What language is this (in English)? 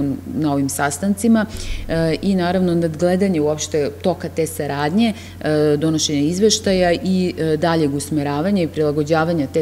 Serbian